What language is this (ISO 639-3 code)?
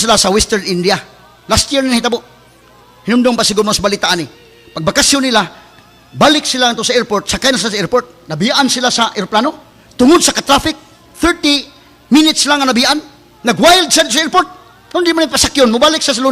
ceb